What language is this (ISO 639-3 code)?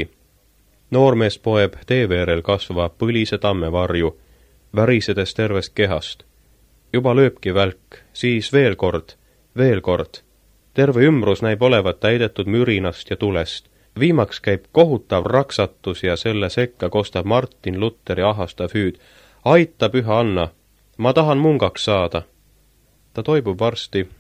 est